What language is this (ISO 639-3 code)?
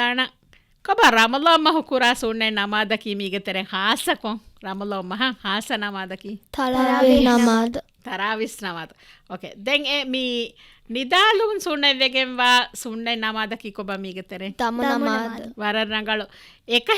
div